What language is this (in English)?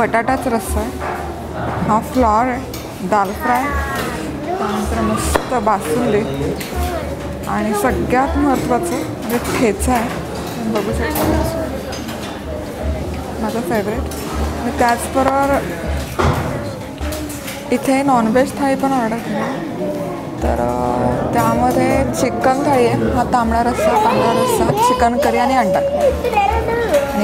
Marathi